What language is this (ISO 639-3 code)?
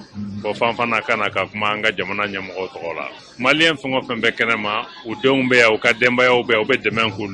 bam